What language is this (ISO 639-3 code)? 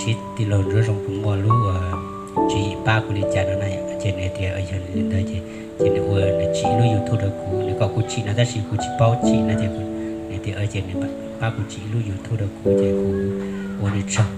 hmn